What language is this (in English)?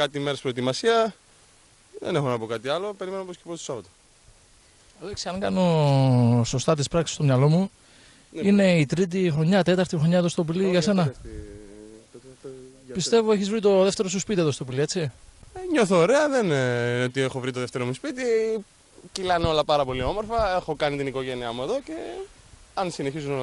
Greek